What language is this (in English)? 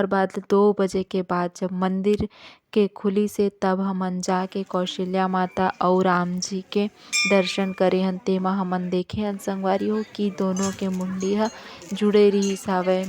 Chhattisgarhi